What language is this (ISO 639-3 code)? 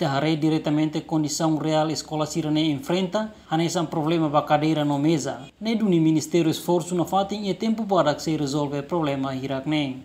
tet